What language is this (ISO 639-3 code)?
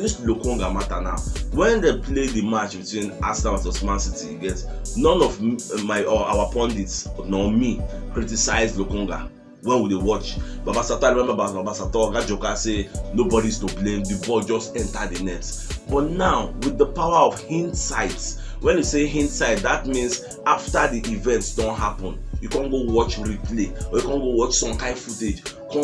pcm